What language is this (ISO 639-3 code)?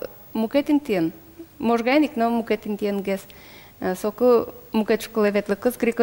udm